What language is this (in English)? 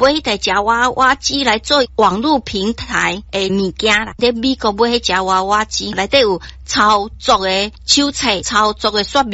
Min Nan Chinese